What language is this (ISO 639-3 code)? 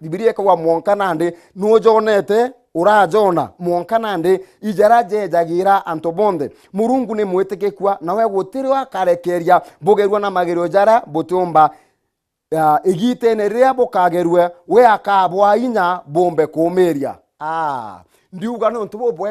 mer